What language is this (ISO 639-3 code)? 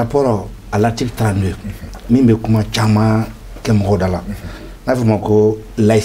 bam